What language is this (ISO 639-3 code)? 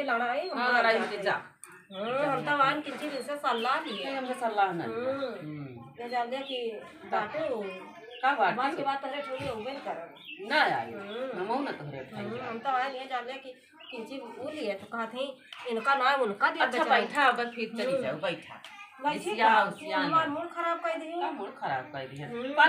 awa